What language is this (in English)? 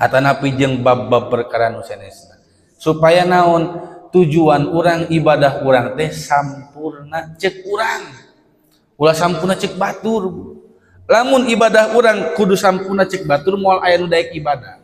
Sundanese